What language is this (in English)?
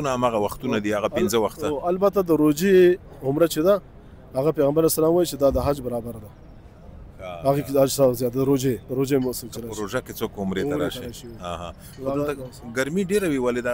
Pashto